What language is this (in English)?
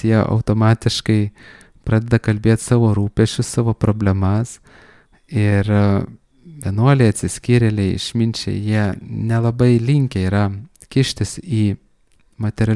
Lithuanian